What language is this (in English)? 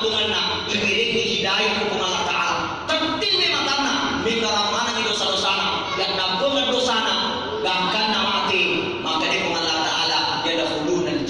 Buginese